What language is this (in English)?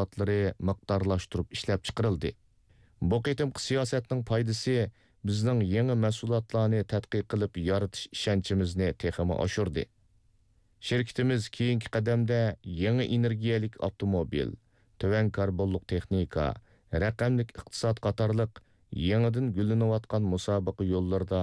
Uyghur